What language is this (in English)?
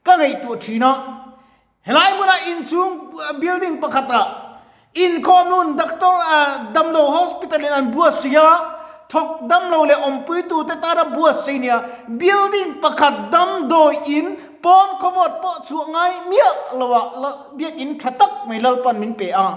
Mizo